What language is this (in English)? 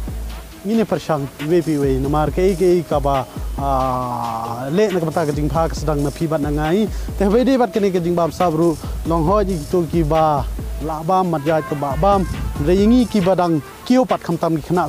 Khasi